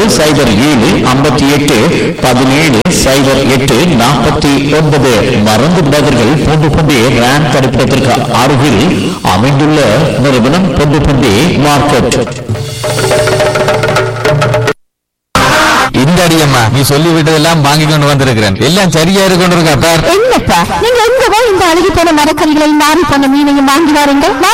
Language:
Tamil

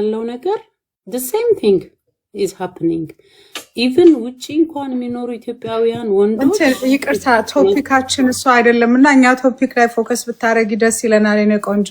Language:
Amharic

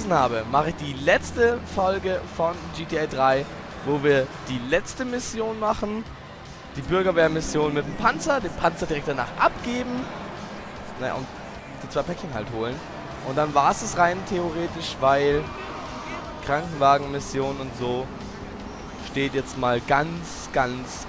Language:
German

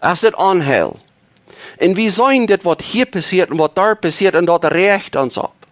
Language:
Plautdietsch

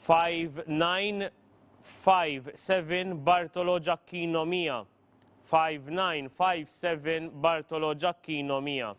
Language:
English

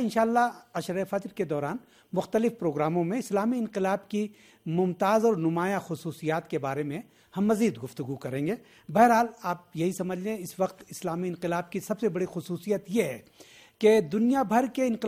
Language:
Urdu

